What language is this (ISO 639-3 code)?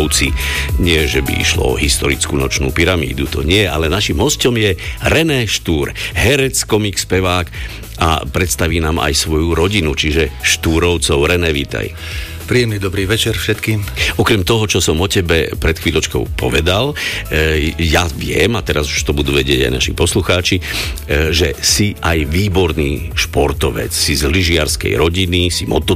slk